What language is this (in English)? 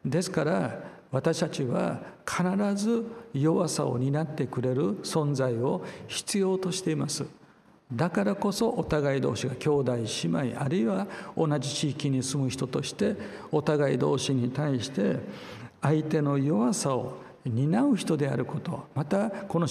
Japanese